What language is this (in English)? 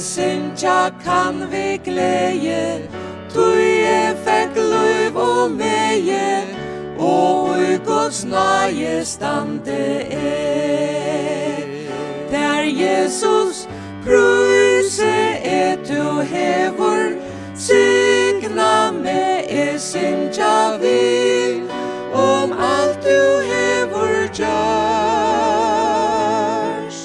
Faroese